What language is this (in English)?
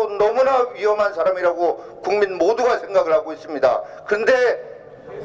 Korean